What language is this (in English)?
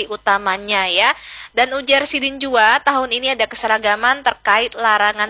Banjar